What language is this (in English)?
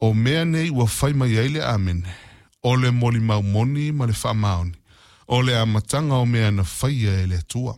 Samoan